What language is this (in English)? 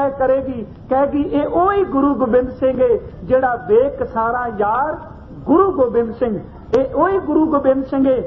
Punjabi